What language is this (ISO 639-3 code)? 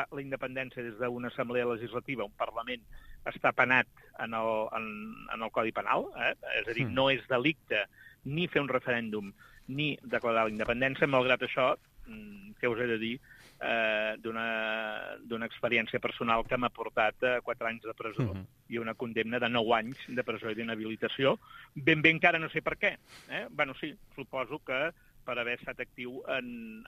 cat